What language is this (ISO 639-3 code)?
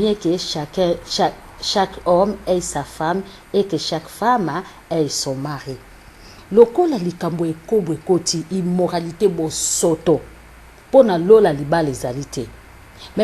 lin